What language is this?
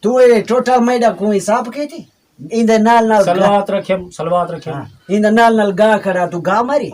Saraiki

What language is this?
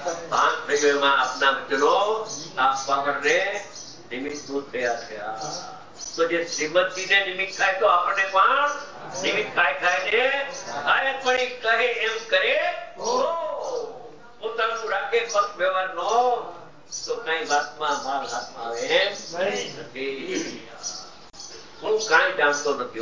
Gujarati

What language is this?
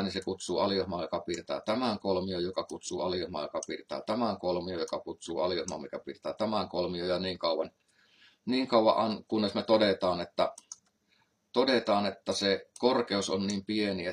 Finnish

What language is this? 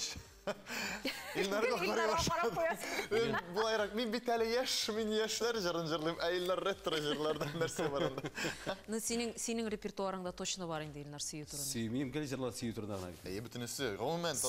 Tatar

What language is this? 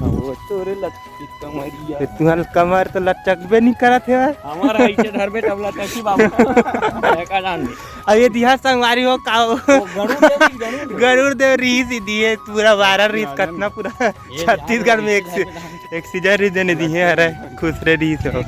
Chhattisgarhi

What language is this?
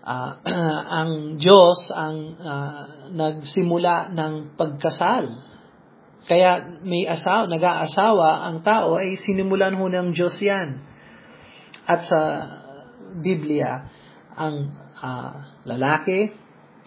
Filipino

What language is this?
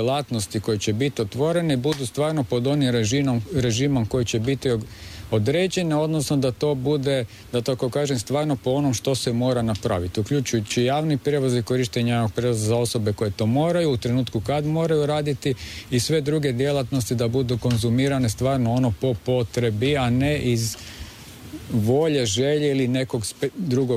Croatian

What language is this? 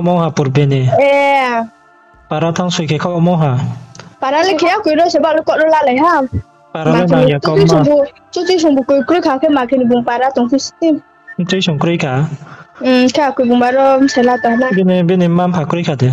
Riang (India)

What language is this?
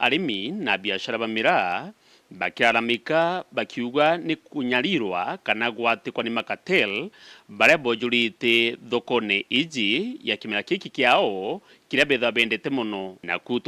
Meru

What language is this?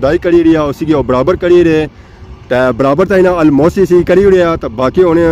Pahari-Potwari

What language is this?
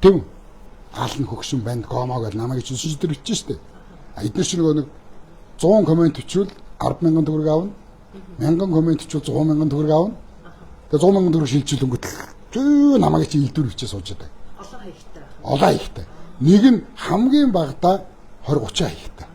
Mongolian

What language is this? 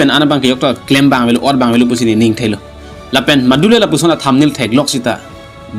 Karbi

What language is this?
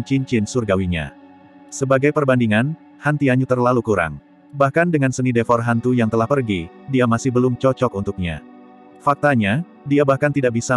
Indonesian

